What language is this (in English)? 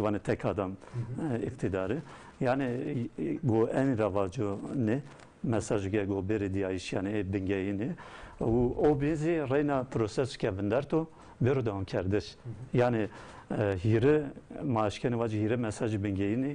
Zaza